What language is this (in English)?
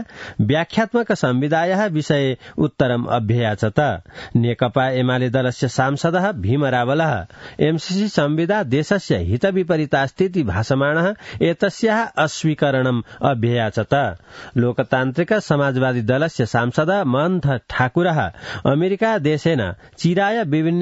Sanskrit